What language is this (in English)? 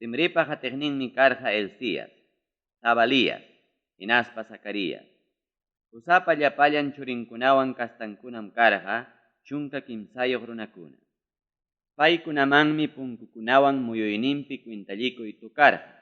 Ayacucho Quechua